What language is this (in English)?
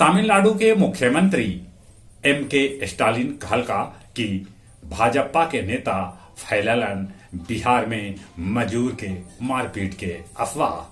Magahi